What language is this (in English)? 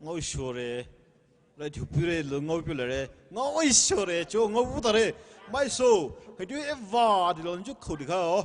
Poumei Naga